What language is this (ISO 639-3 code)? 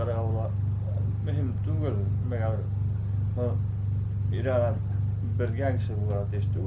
bak